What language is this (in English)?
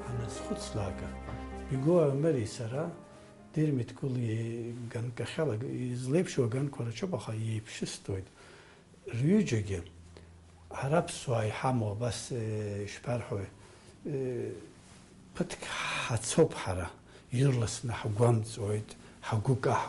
Abkhazian